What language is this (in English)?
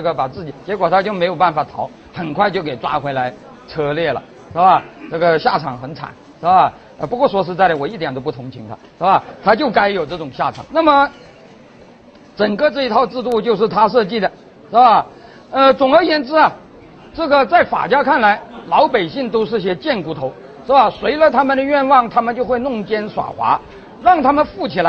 Chinese